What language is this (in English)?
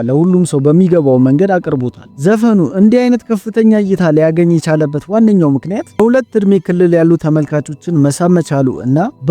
Amharic